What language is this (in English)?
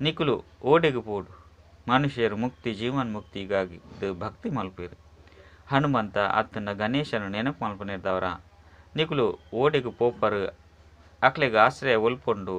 Tulu